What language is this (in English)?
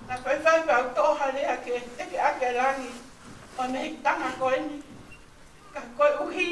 Tongan